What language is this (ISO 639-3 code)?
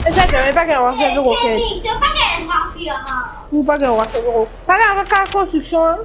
mfe